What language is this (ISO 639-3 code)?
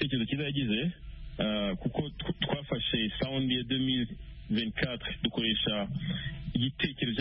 kin